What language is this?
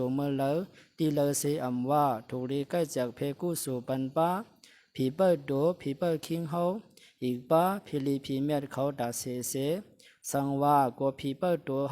Shan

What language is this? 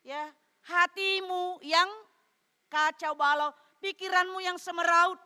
Batak Toba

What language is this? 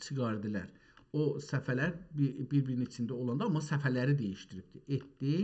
South Azerbaijani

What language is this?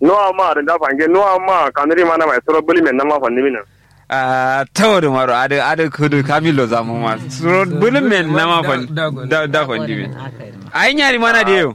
Kanuri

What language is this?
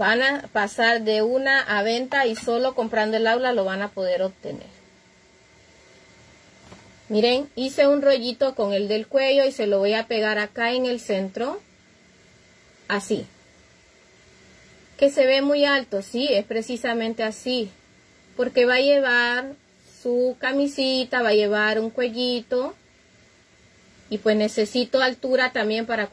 Spanish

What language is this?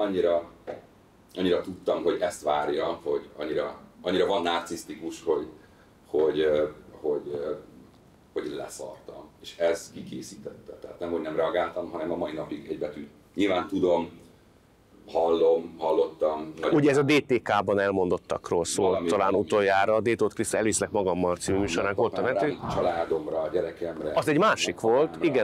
Hungarian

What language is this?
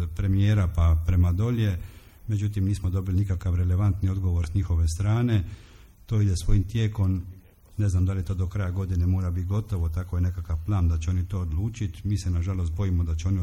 Croatian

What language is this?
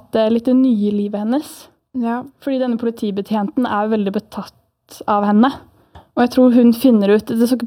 Norwegian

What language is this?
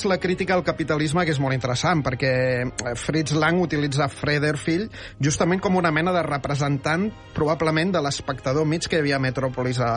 Catalan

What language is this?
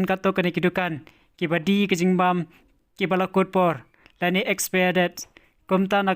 Khasi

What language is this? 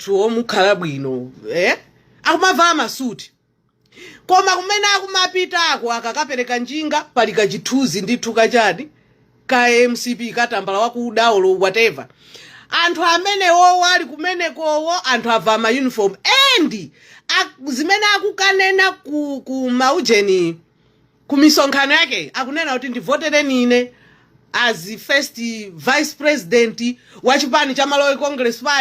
Nyanja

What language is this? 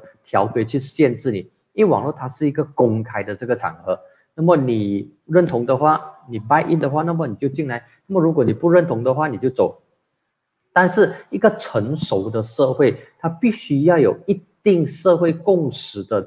Chinese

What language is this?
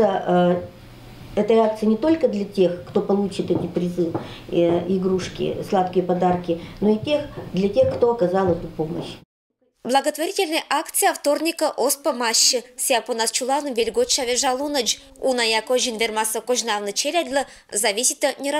Komi-Permyak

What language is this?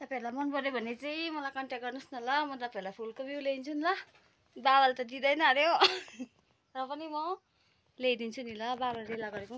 Nepali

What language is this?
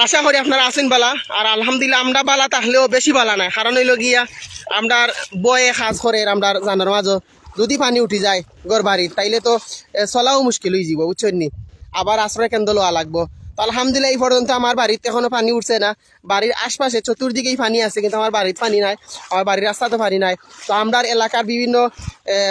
Sylheti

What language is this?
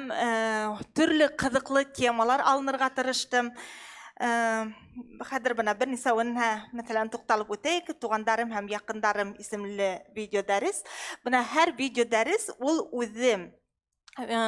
Bashkir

